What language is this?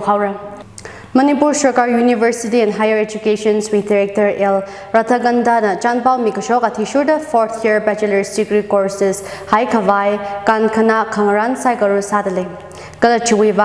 Tangkhul Naga (India)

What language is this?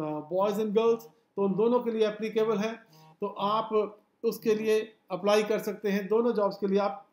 Hindi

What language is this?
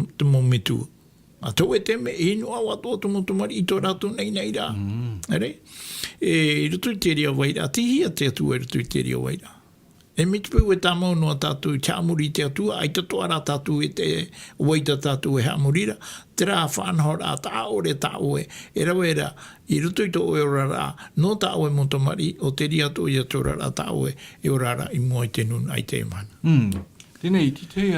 Tahitian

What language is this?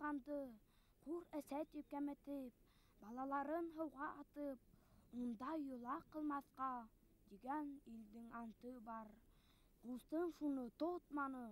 Bashkir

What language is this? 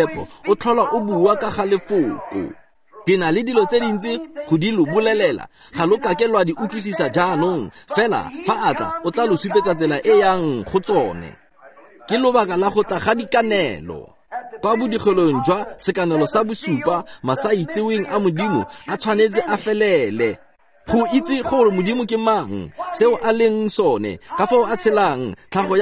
Tswana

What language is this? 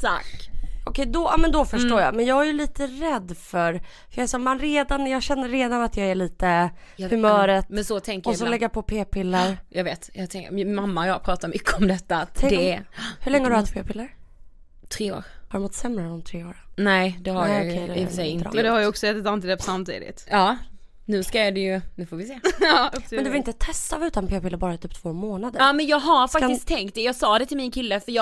Swedish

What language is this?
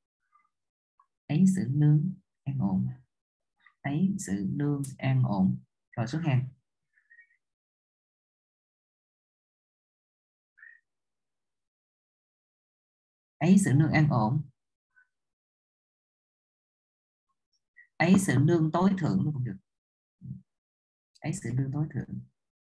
Vietnamese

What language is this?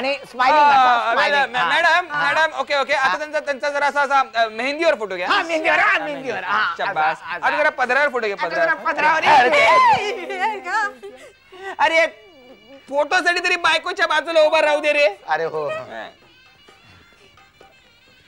Marathi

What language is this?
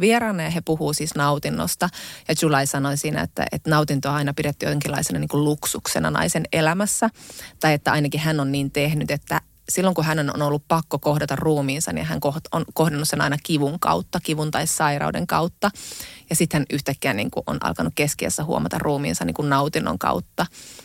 Finnish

